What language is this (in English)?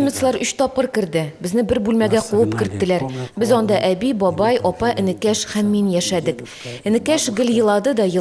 Tatar